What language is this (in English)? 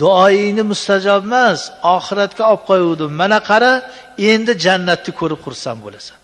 Uzbek